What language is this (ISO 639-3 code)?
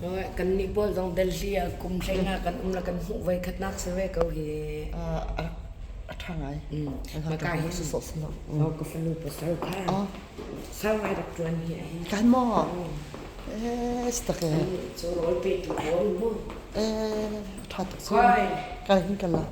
cnh